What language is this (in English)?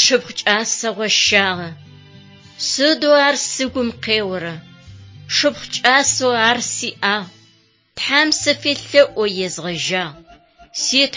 Adyghe